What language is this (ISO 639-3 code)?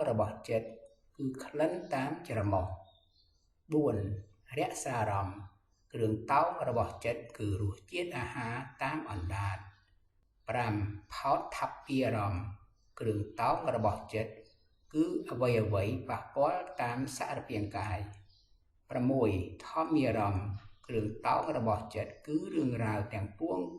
khm